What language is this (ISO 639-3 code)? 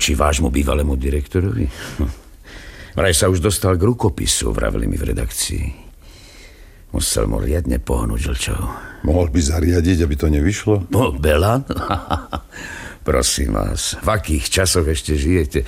slk